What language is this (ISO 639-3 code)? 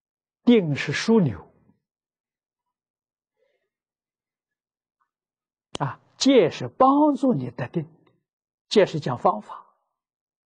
zho